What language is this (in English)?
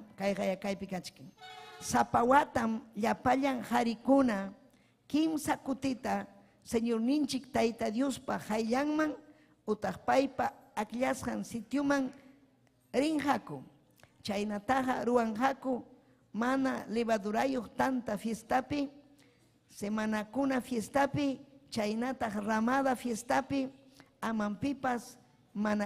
Ayacucho Quechua